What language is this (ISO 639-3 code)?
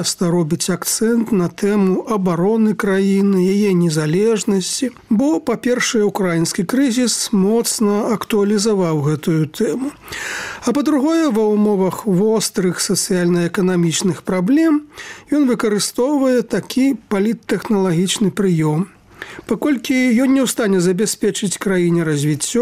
bel